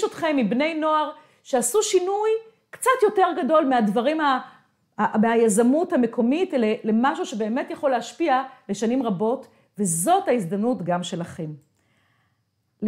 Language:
Hebrew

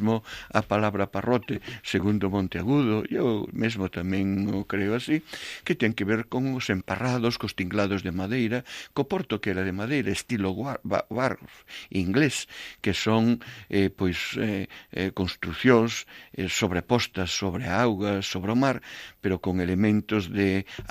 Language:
Galician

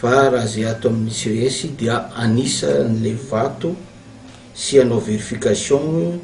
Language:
Malagasy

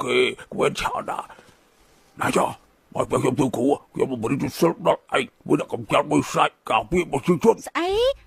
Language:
Khmer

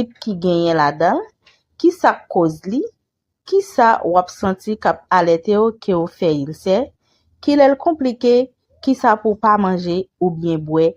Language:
Haitian Creole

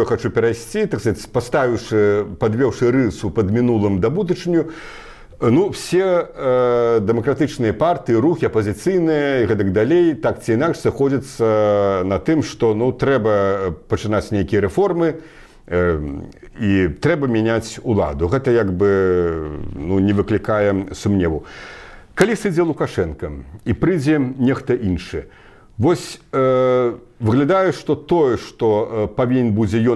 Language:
Belarusian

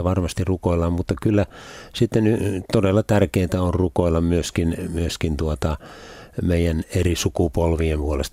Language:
Finnish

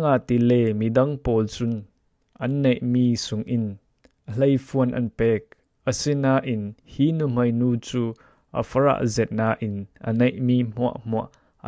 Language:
Falam Chin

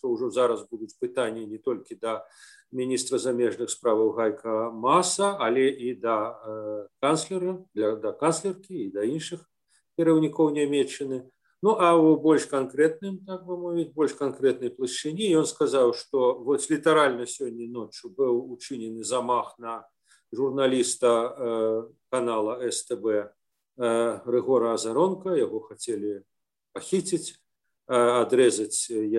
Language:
Belarusian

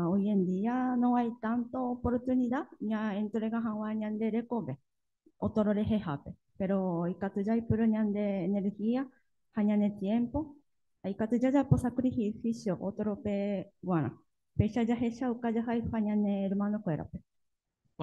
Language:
Guarani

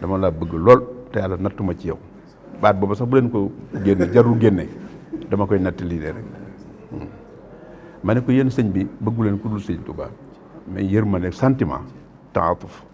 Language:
Wolof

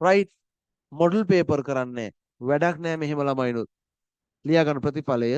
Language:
Sinhala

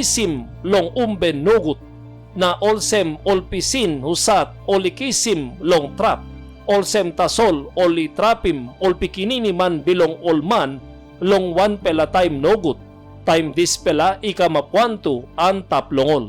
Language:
Tok Pisin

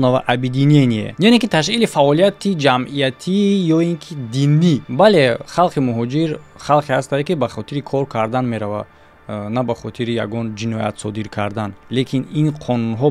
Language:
Tajik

